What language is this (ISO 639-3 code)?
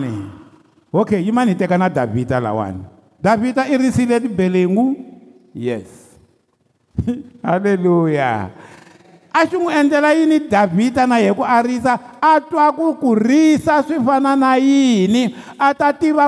tso